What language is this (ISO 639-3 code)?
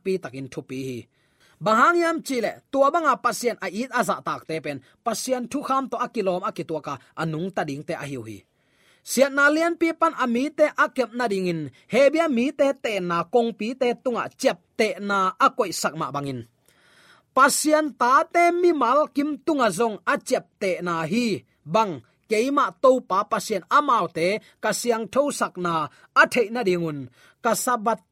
ctd